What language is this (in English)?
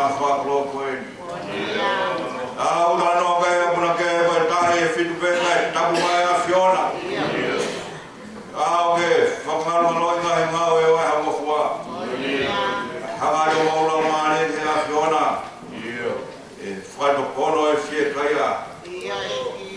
Tongan